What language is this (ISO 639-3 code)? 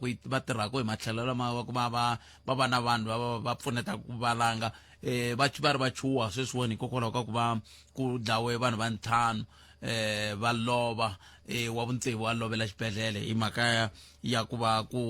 tso